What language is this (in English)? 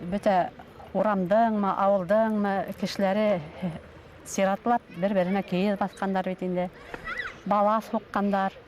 Bashkir